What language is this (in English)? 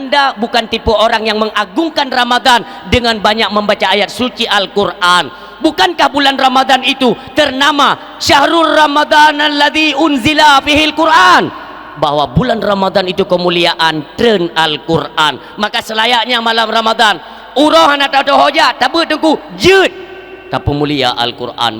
Achinese